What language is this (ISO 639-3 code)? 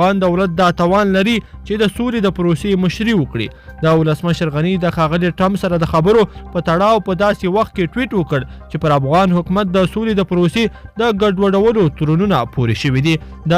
pus